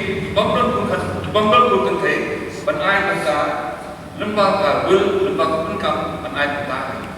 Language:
Khasi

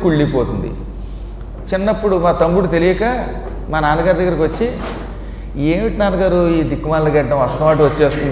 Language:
Telugu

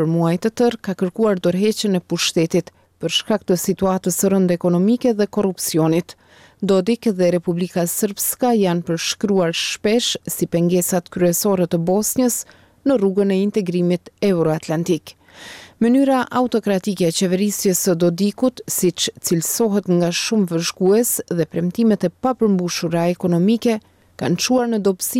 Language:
Albanian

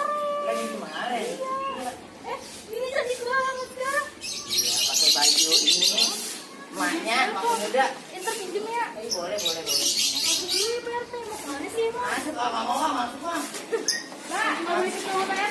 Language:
Betawi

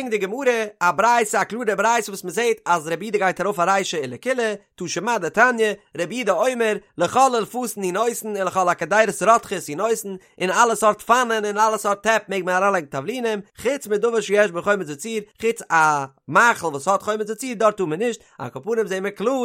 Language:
Yiddish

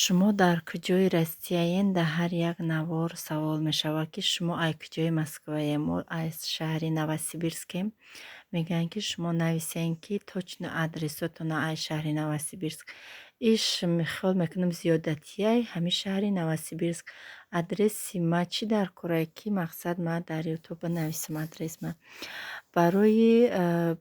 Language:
Tajik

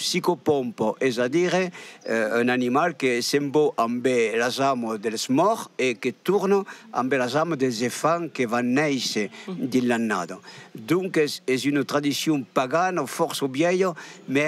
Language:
Occitan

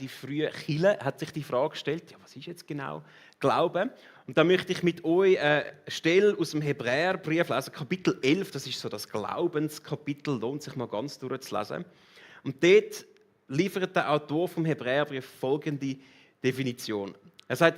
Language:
Swiss German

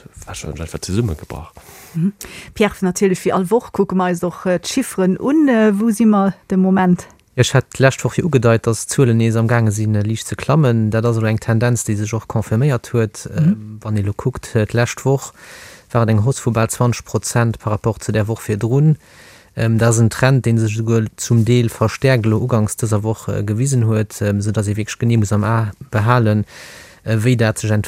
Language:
Luxembourgish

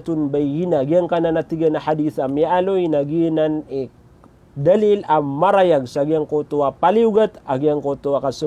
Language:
Maranao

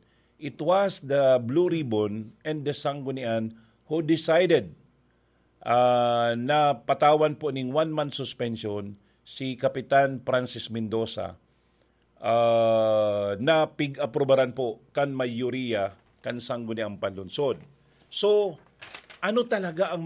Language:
Bikol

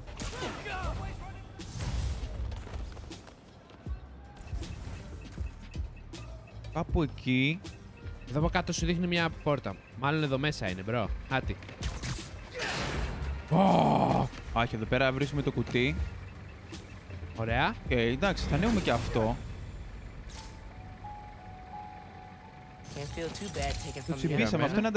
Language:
Greek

